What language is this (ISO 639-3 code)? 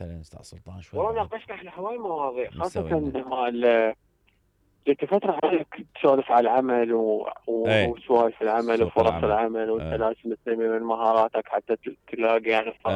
acm